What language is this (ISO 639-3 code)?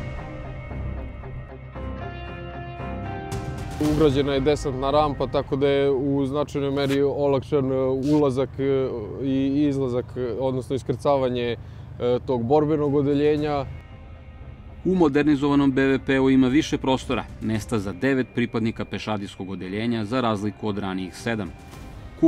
srp